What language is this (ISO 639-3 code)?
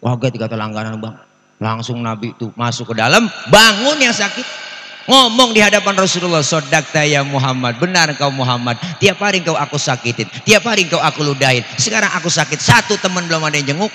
bew